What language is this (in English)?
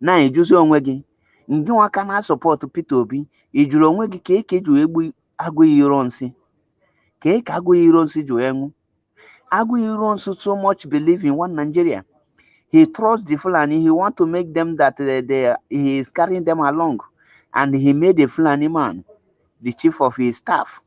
Igbo